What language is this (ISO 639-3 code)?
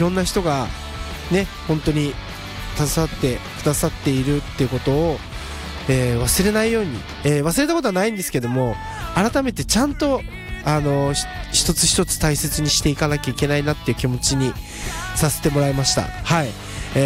jpn